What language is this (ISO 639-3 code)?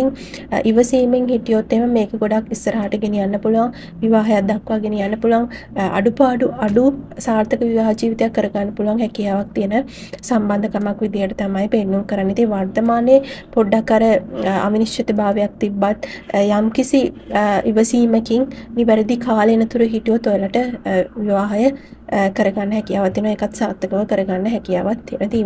sin